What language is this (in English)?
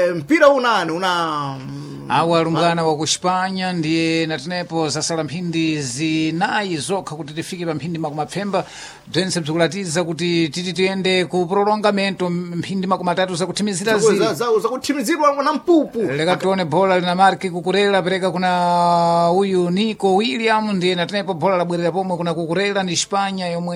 Sena